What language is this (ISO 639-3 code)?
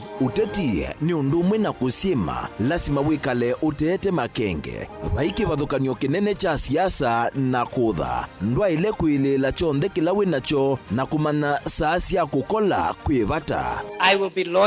kam